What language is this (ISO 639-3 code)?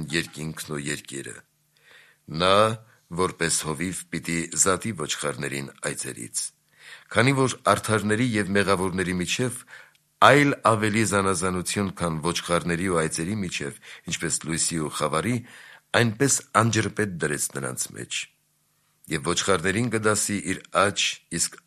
hye